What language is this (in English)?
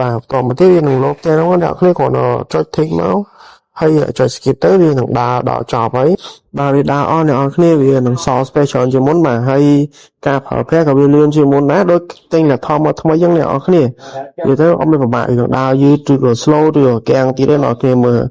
Khmer